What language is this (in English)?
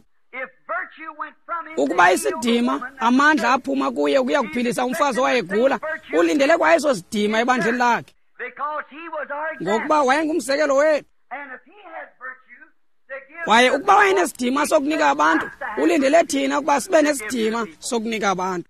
Xhosa